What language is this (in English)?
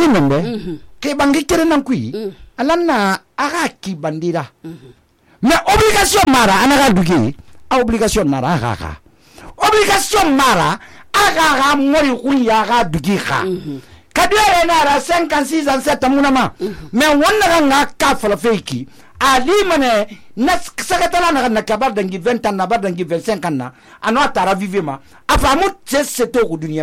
Susu